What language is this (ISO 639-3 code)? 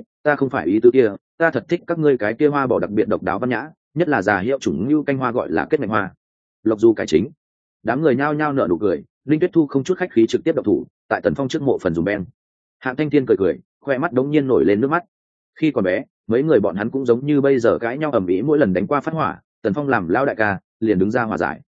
vie